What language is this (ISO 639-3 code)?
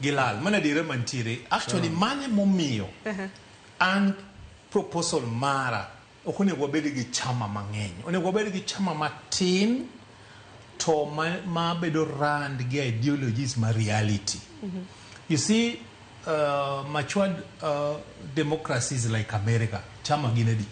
luo